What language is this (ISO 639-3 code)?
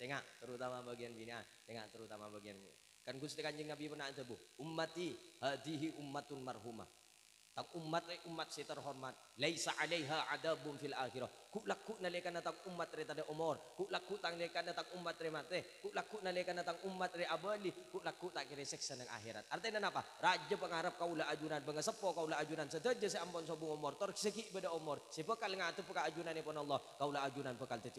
mad